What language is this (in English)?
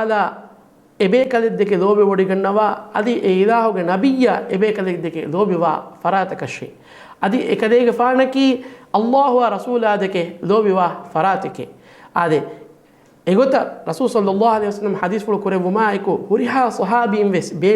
Divehi